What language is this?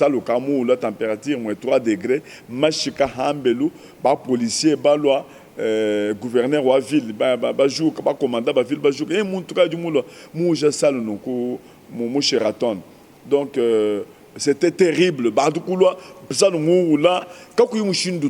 Luba-Lulua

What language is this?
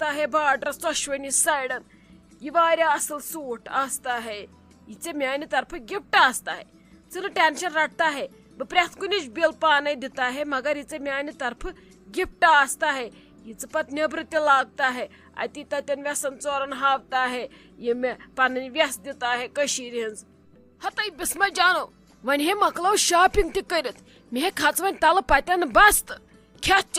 Kashmiri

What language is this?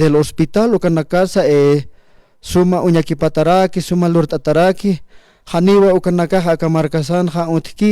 Aymara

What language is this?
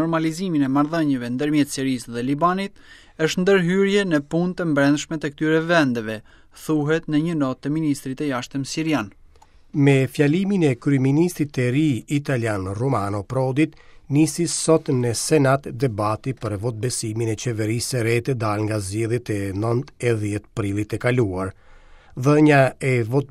Albanian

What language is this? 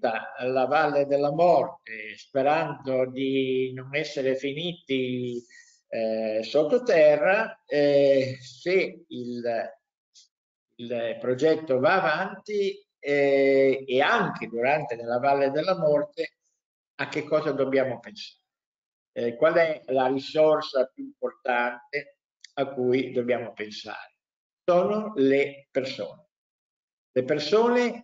Italian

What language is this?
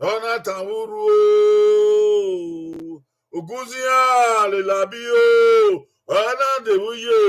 Bini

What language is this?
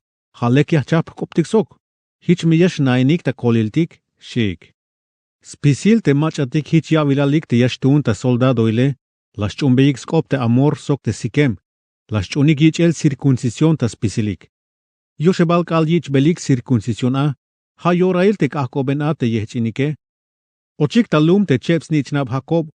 Tzeltal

